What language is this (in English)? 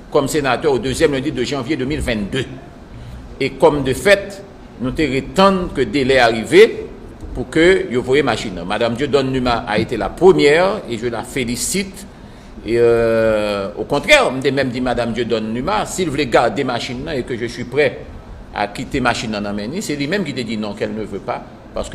Haitian Creole